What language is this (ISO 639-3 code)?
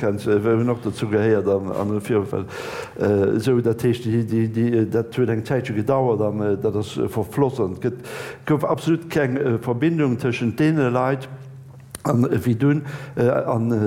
ltz